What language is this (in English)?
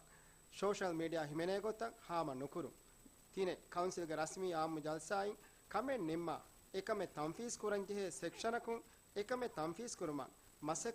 Divehi